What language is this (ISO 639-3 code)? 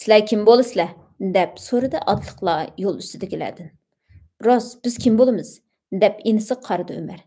uig